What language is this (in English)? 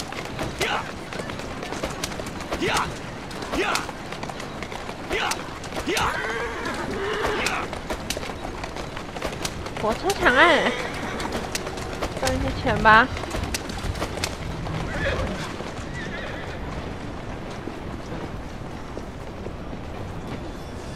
Chinese